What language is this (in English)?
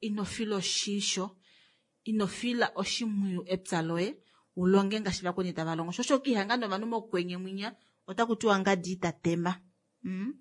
Kuanyama